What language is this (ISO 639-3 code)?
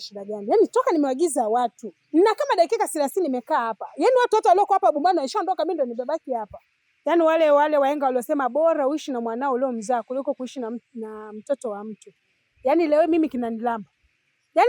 swa